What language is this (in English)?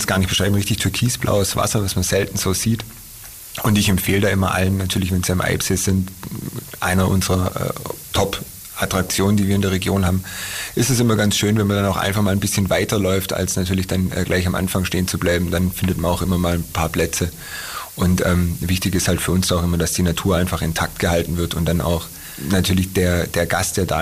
German